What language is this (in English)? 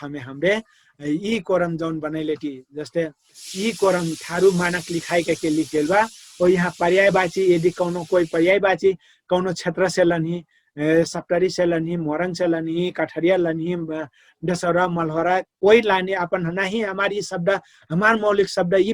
Dangaura Tharu